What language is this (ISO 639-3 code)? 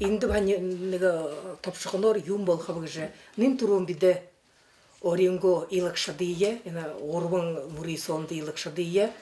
bua